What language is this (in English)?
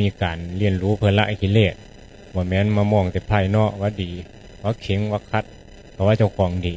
Northeastern Thai